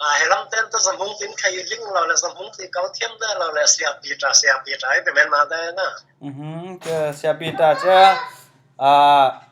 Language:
Falam Chin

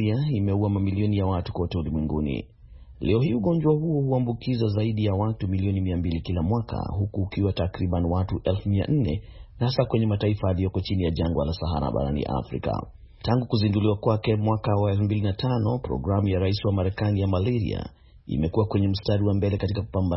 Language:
Swahili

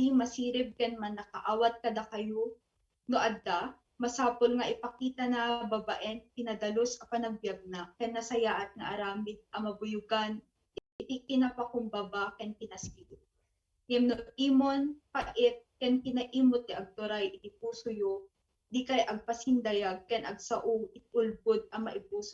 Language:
Iloko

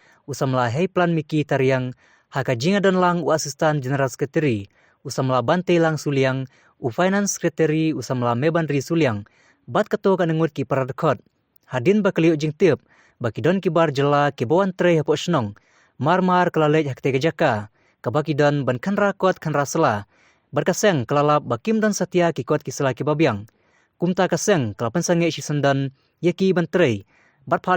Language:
Khasi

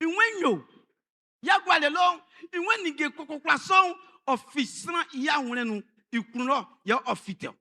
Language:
Baoulé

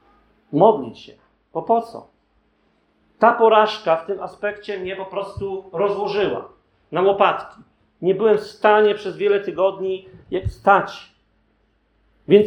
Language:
Polish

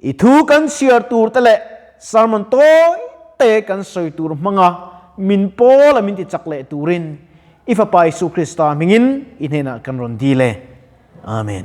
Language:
Mizo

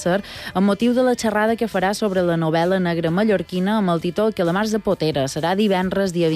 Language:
Catalan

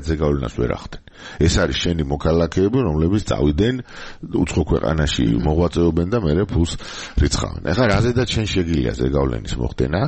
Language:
Georgian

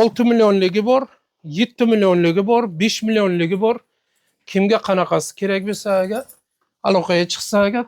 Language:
Uzbek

